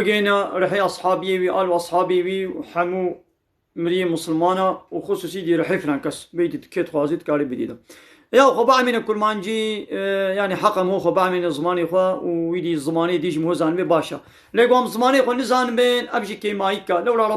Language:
Kurdish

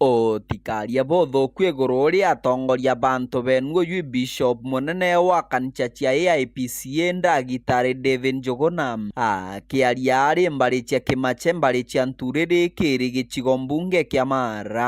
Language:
Meru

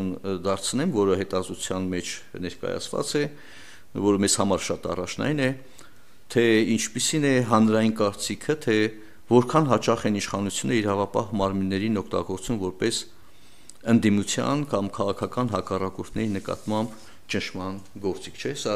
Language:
Armenian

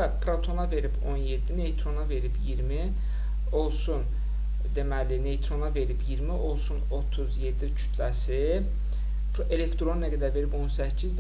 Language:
Azerbaijani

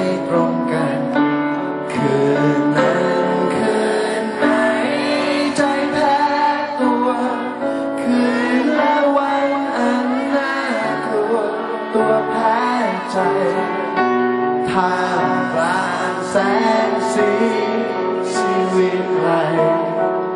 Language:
Thai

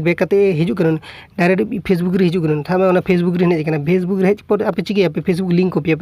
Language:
Santali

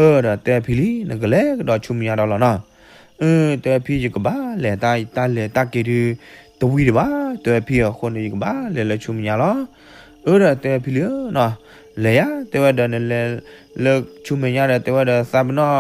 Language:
S'gaw Karen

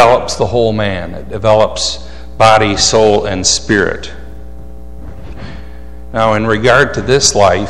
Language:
English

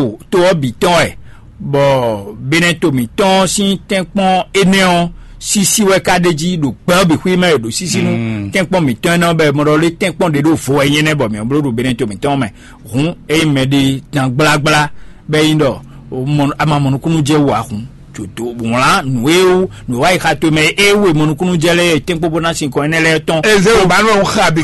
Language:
Fon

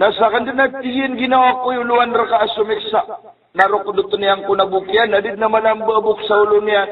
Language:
Maranao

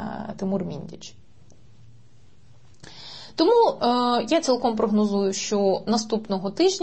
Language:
Ukrainian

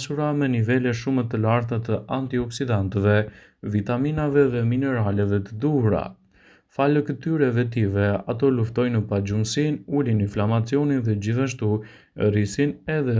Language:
Albanian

